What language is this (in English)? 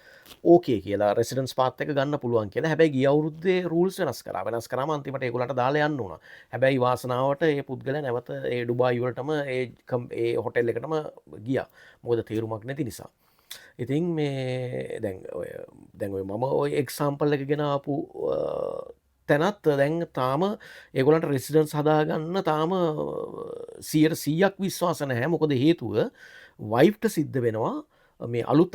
Sinhala